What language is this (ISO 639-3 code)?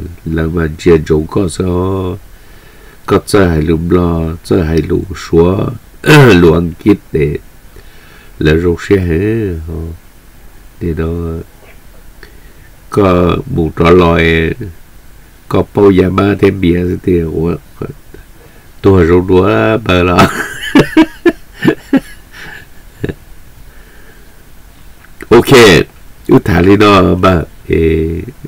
vie